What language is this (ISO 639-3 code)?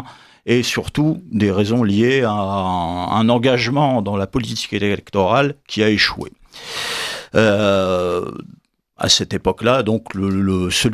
fra